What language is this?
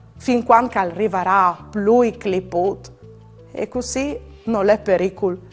Friulian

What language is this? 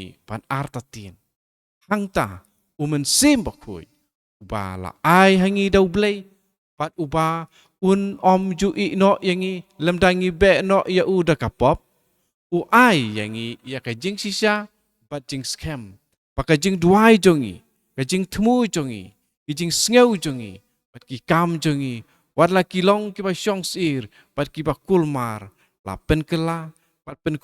Khasi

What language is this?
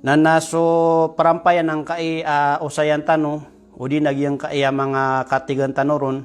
Maranao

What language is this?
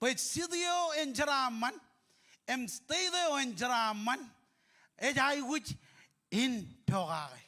Marshallese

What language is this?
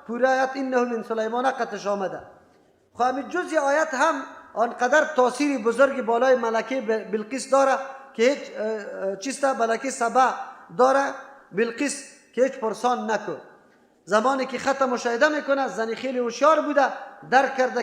Persian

